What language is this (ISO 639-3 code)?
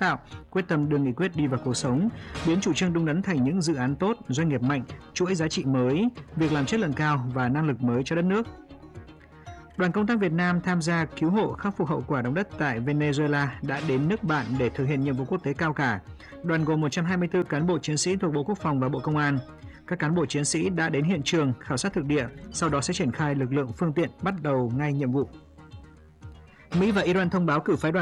vie